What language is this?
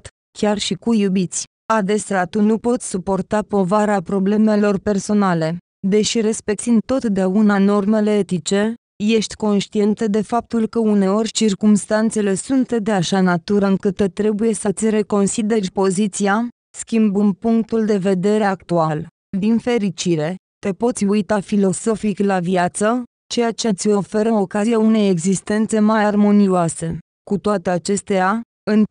Romanian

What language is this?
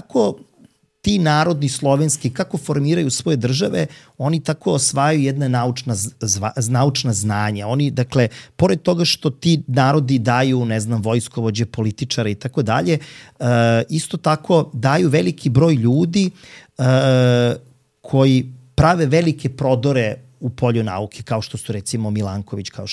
Serbian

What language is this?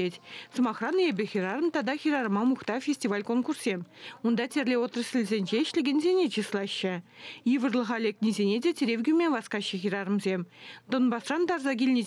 Chuvash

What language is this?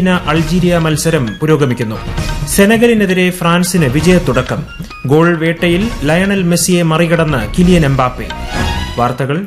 Malayalam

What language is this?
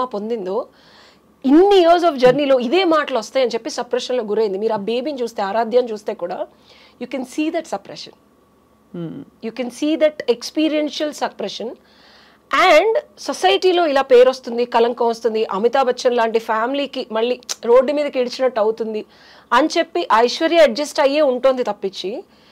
Telugu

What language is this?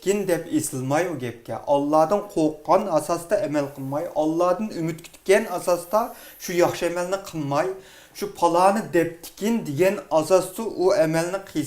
Uyghur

